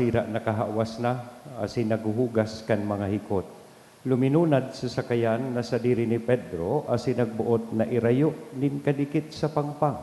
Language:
Bikol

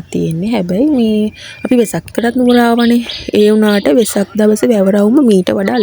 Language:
Sinhala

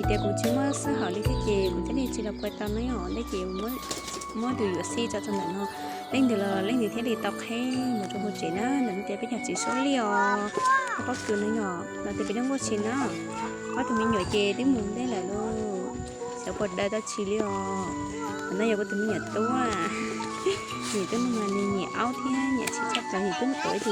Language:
Hmong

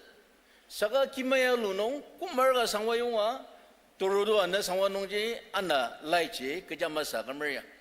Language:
Ao Naga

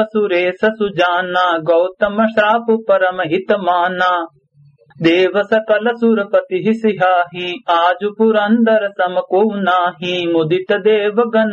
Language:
Awadhi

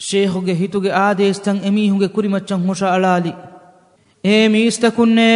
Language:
Divehi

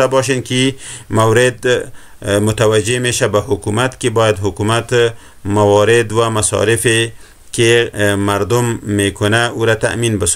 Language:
Persian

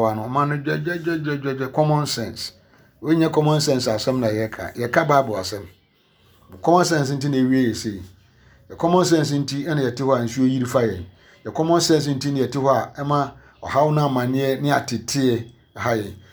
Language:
Akan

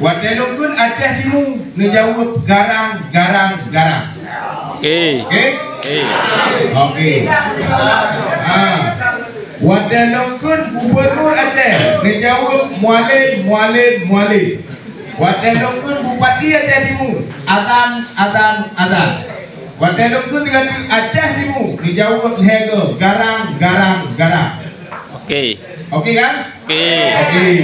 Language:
Achinese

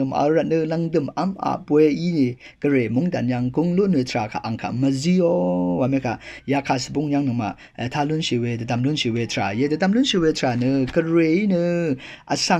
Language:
Rawang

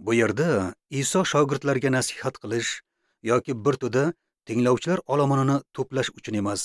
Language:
Uzbek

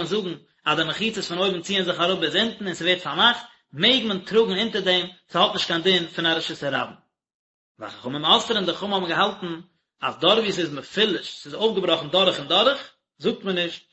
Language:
Yiddish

